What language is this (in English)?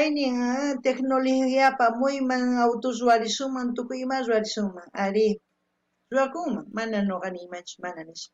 South Bolivian Quechua